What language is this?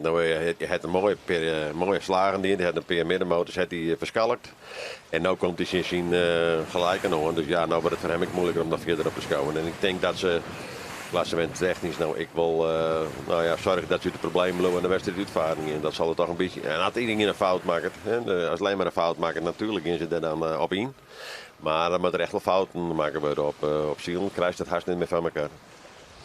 Western Frisian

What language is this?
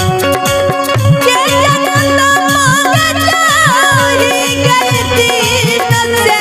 Maithili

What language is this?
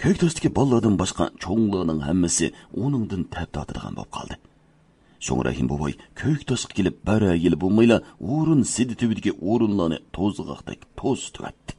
Uyghur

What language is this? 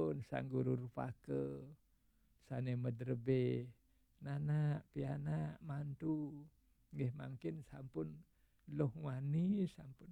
Balinese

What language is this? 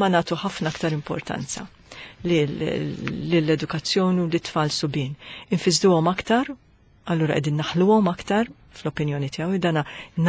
Maltese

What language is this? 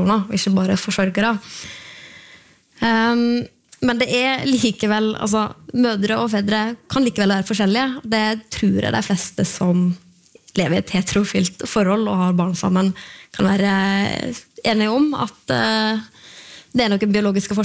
Norwegian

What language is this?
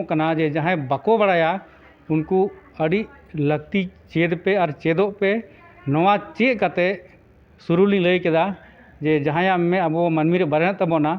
Santali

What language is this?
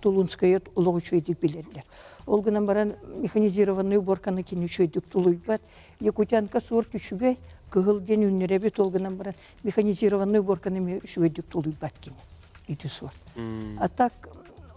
Yakut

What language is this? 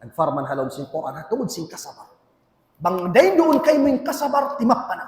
Tausug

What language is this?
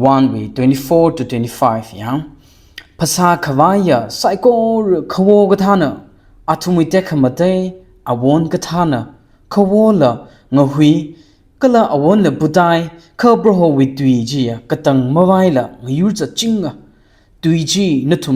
Tangkhul Naga (India)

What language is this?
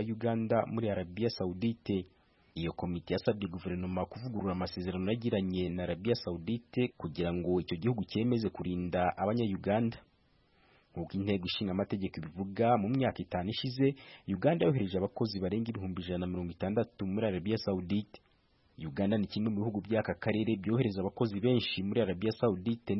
Kinyarwanda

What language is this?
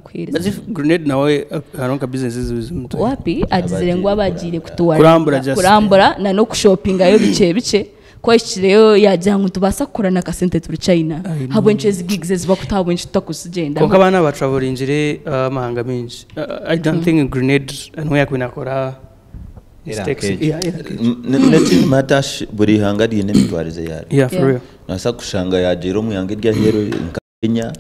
Nyankole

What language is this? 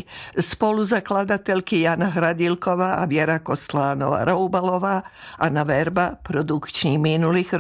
Czech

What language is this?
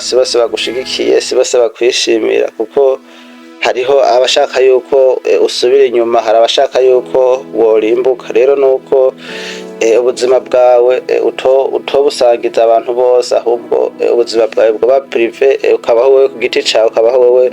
Rundi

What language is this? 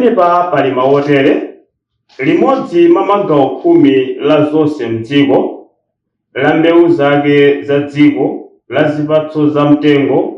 Nyanja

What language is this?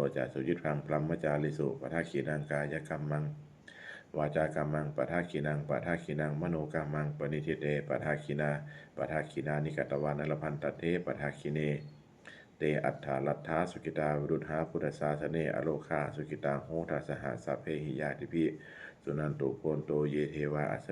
Pali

